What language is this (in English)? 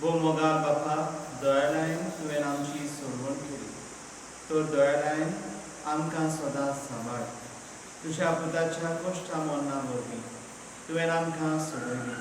Konkani